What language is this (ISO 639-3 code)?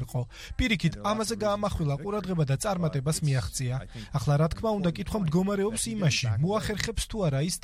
kat